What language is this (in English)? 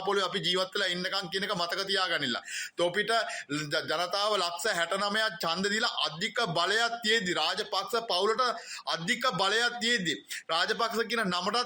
Sinhala